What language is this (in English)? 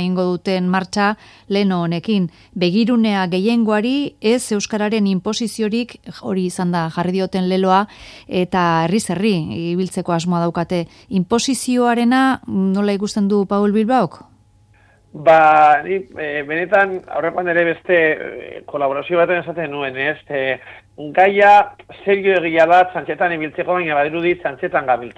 Basque